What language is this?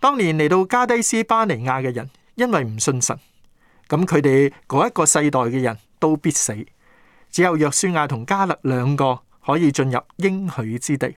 Cantonese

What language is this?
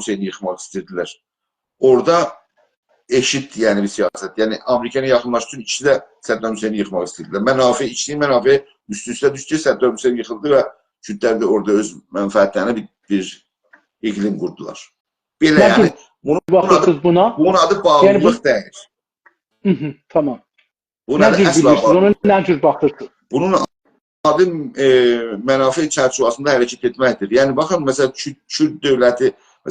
South Azerbaijani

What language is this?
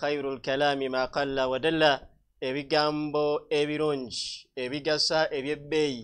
Ganda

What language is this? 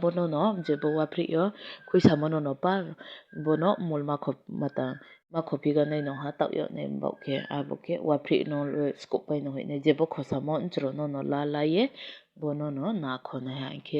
Kok Borok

